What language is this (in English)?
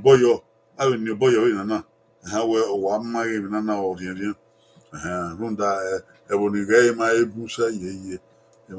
Bini